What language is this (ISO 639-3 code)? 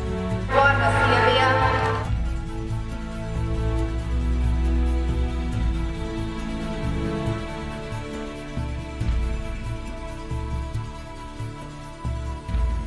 hun